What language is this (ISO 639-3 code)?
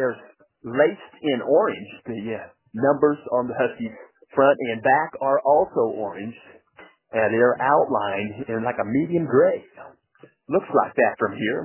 eng